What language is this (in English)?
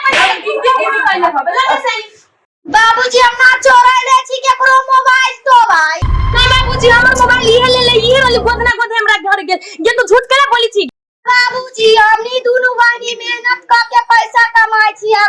Maithili